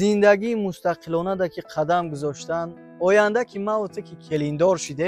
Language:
Tajik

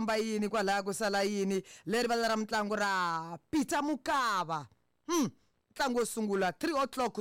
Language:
Tsonga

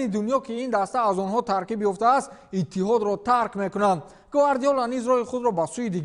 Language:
Tajik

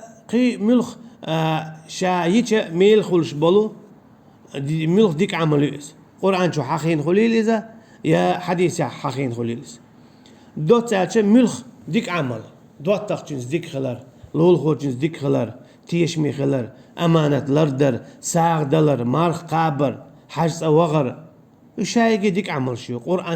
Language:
Chechen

